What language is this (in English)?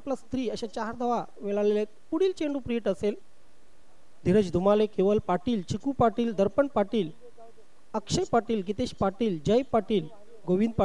Marathi